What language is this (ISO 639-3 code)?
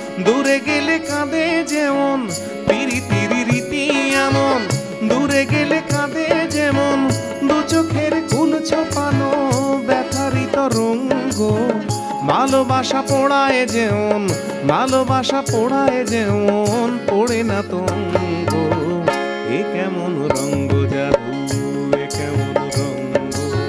ben